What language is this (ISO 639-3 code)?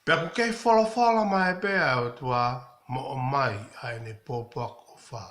ton